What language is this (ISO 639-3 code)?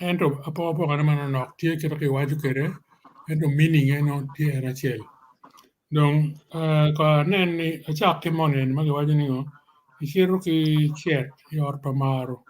ach